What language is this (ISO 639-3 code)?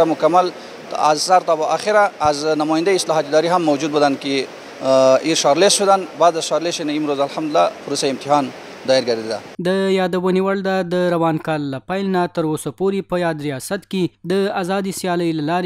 pus